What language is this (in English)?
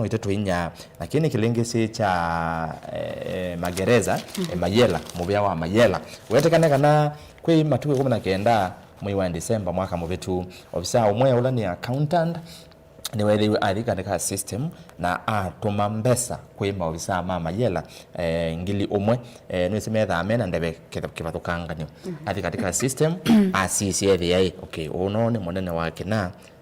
Kamba